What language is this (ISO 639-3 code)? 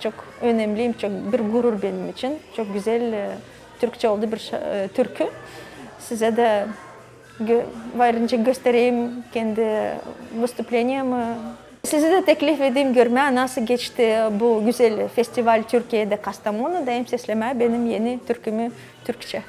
gag